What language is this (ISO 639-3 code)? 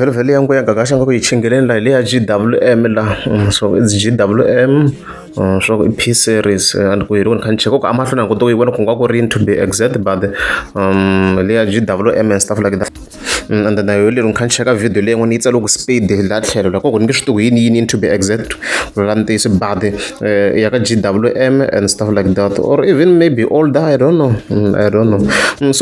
tso